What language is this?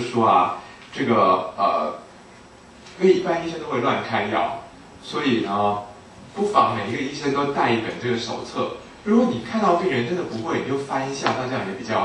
Chinese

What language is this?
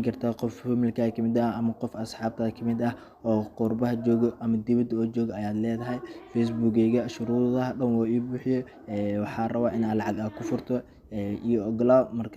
Somali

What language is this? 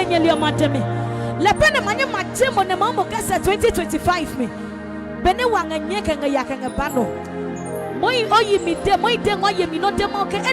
Adangme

